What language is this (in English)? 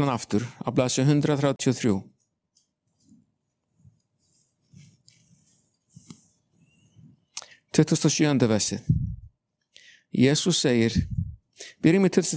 Icelandic